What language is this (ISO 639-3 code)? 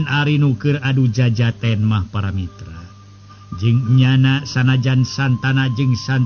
sun